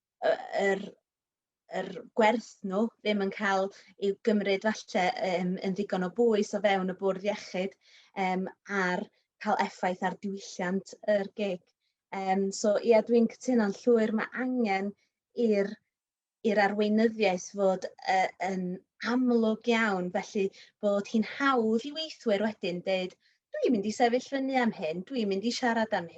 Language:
Welsh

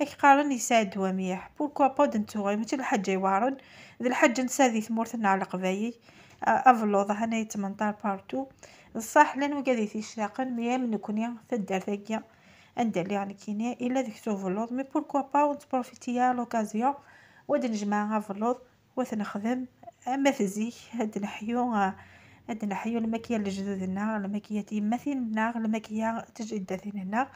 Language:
Kabyle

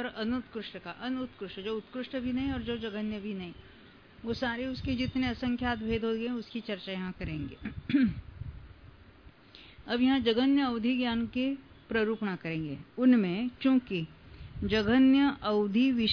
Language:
Hindi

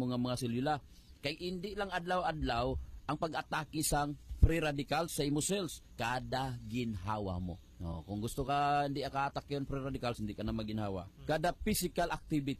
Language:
Hiligaynon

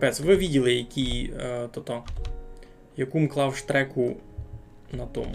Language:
Rusyn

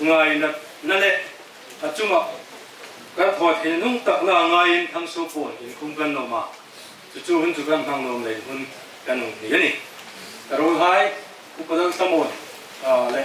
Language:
Hmar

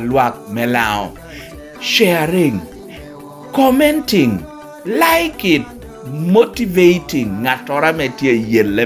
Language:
Lango (Uganda)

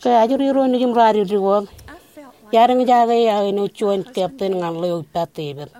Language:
Marshallese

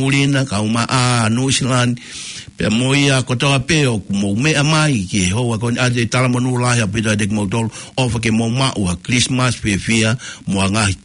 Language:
Tongan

